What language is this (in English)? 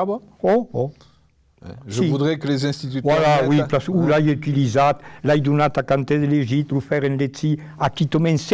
Occitan